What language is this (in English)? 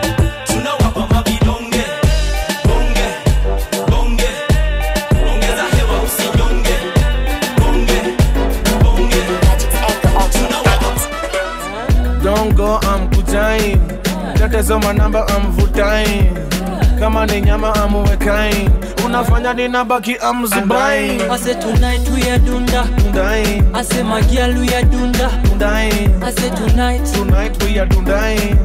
Swahili